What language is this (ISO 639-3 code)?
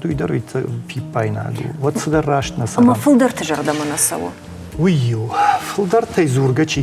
oss